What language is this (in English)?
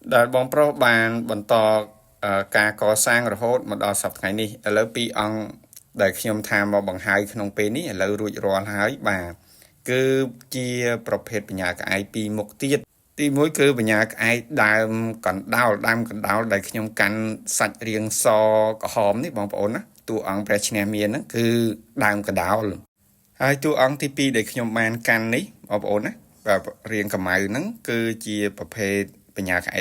Khmer